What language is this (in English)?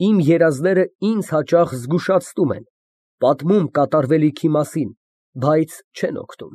Armenian